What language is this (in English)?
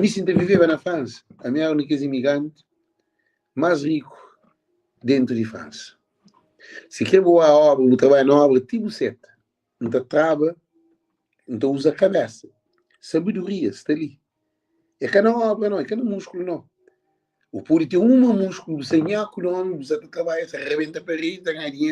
Kabuverdianu